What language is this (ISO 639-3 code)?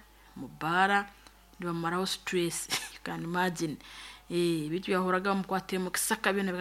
nyn